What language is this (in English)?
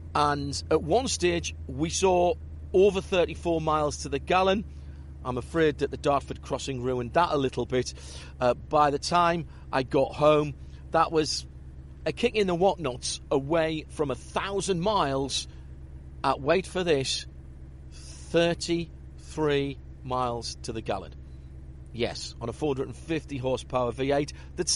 English